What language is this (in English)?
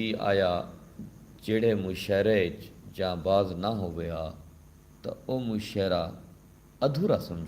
Saraiki